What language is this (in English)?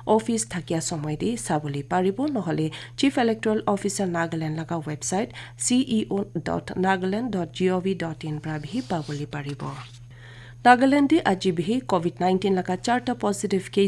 Naga Pidgin